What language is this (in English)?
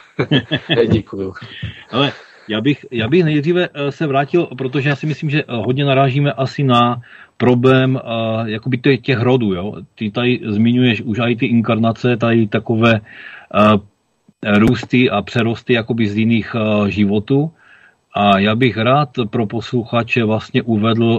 Czech